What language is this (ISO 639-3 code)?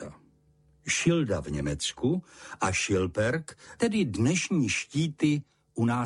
ces